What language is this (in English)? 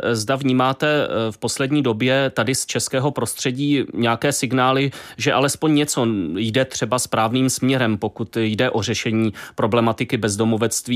Czech